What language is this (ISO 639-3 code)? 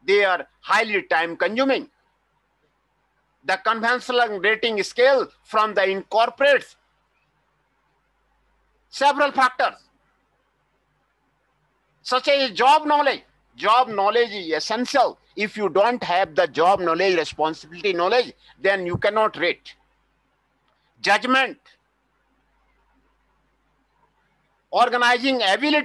eng